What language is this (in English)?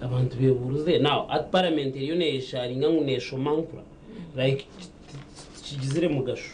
Nyankole